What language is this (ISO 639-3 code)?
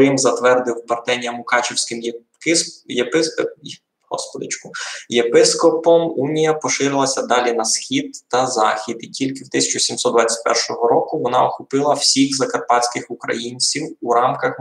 rue